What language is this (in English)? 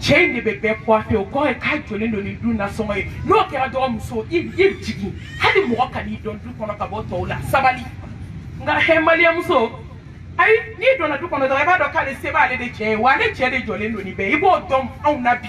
Bambara